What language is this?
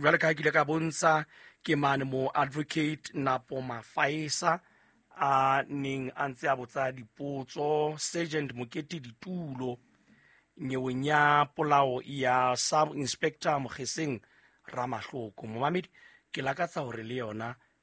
Southern Sotho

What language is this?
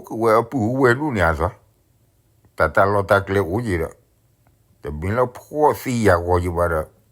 S'gaw Karen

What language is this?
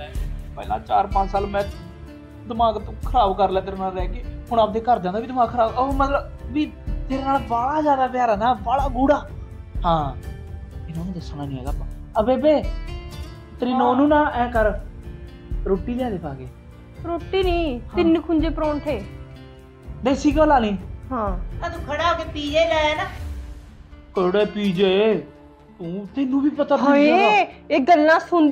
Punjabi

